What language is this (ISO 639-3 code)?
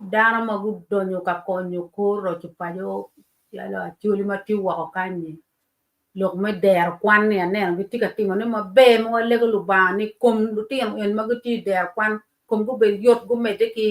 ach